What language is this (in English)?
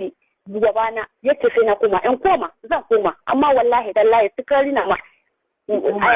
Hausa